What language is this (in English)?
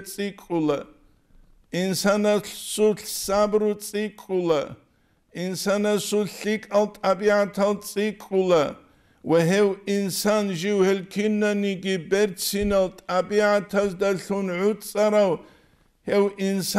Avaric